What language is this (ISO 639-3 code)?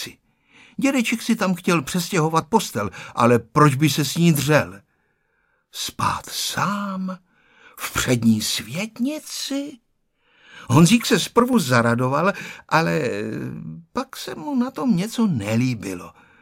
ces